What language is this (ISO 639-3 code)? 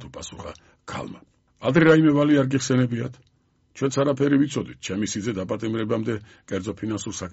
kat